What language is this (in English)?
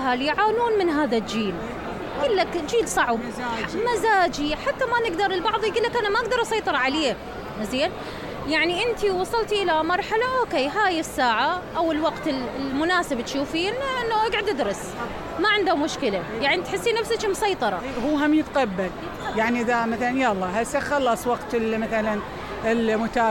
Mesopotamian Arabic